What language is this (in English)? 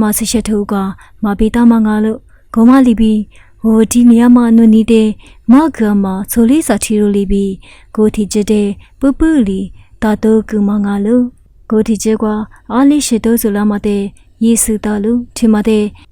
Lisu